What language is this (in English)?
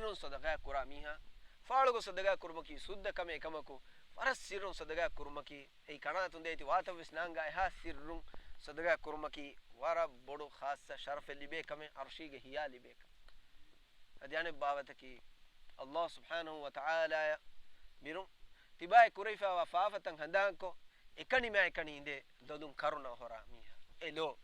Divehi